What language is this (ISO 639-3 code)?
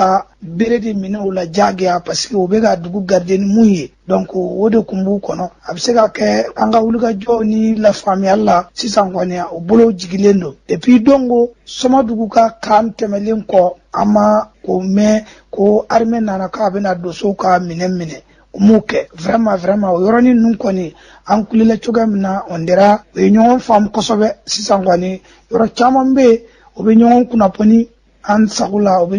bam